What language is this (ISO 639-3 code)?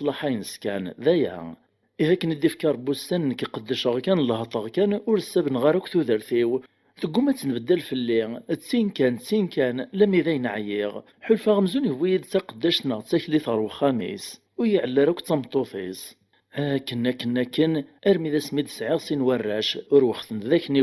kab